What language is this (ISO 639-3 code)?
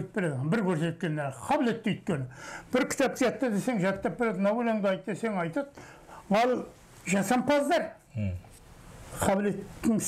kaz